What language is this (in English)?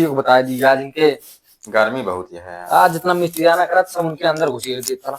Awadhi